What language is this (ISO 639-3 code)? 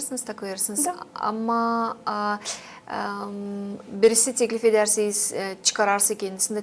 gag